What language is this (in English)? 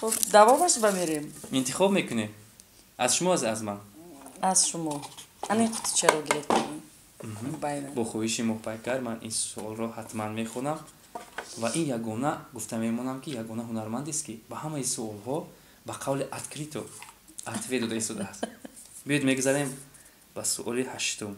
Tajik